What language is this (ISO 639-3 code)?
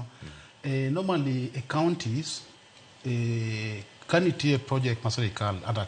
luo